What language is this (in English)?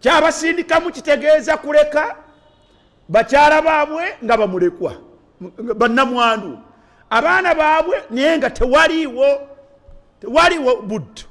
Ganda